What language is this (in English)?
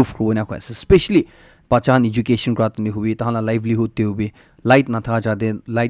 Naga Pidgin